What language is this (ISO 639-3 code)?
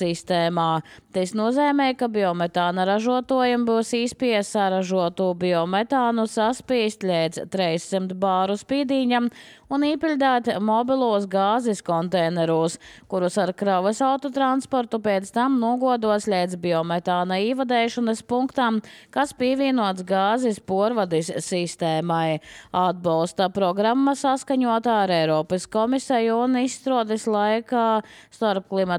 lav